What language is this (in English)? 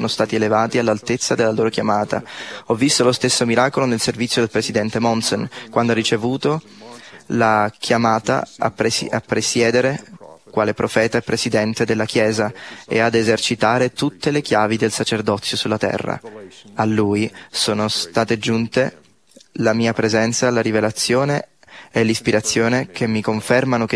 Italian